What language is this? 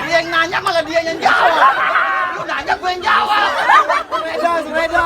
Betawi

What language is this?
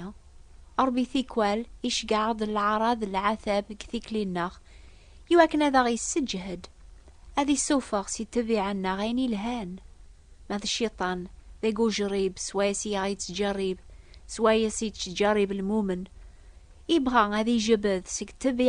Kabyle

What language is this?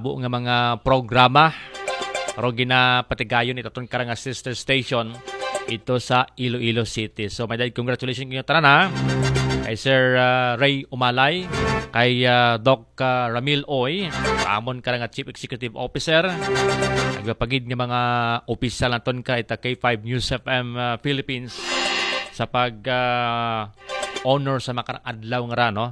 Aklanon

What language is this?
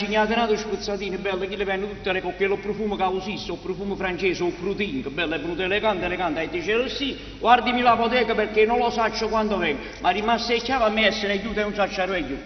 Neapolitan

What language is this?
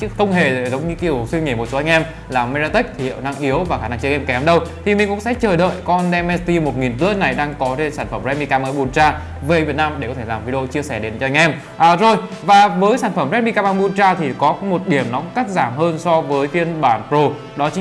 Vietnamese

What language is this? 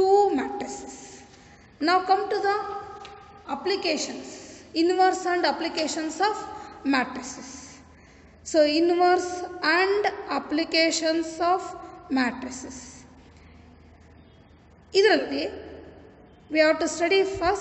Kannada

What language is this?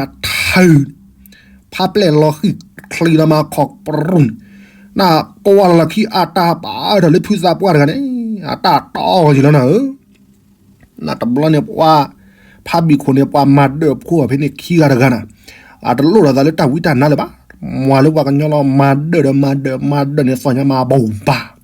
S'gaw Karen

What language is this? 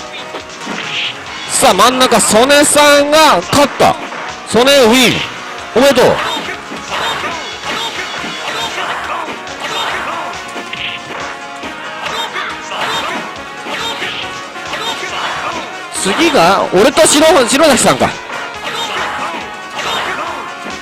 Japanese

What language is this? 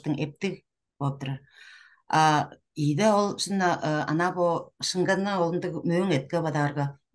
Tuvinian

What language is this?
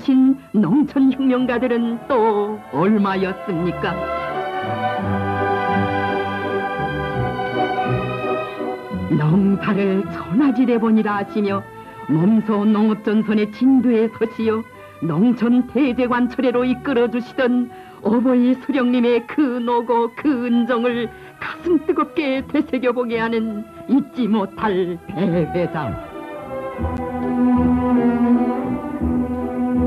Korean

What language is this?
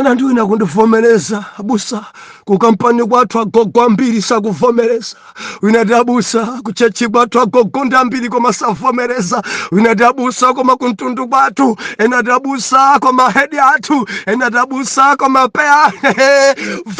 Nyanja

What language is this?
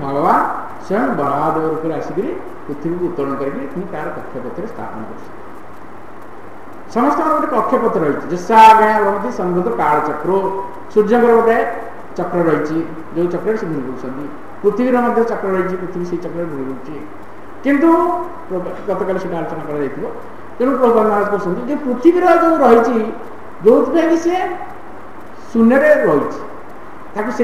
Odia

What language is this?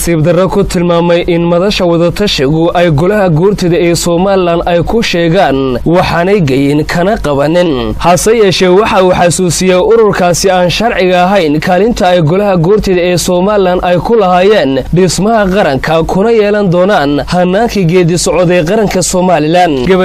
Somali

